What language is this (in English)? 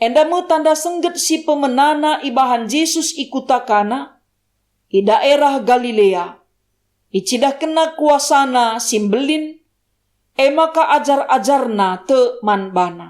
Batak Karo